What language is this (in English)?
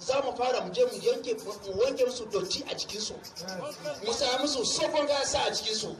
Hausa